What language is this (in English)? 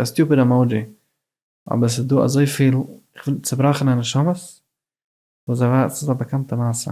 Yiddish